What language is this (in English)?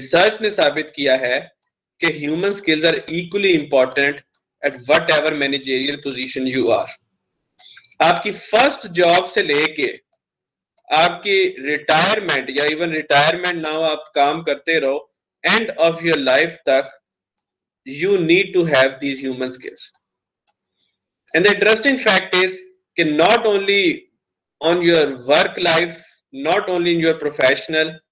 Hindi